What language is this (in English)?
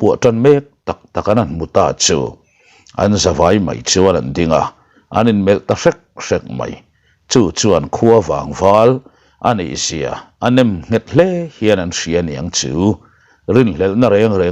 Mizo